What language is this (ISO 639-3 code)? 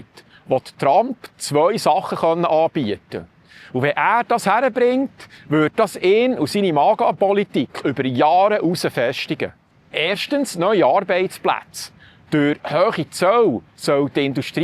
gsw